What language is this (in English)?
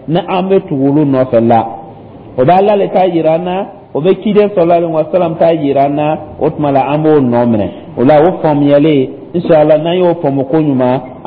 Dyula